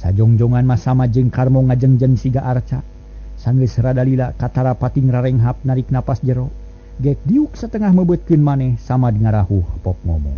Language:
Sundanese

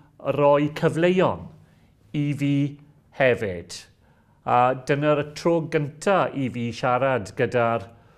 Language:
Welsh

